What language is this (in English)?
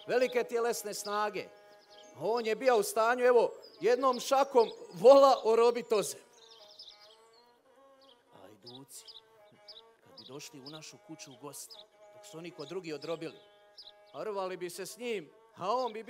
Croatian